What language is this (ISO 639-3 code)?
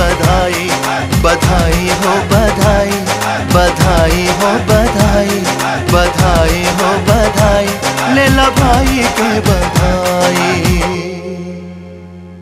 bho